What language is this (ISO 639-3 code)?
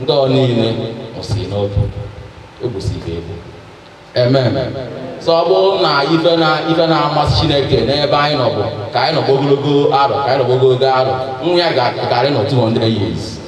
ibo